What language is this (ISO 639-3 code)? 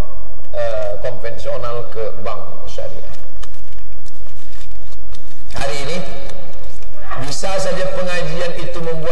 ind